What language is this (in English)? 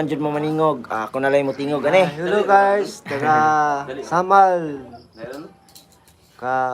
Cebuano